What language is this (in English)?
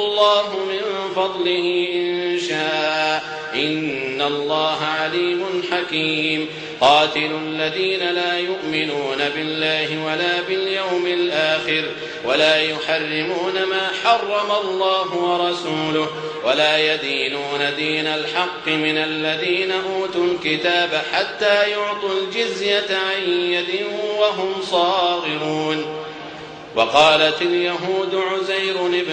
Arabic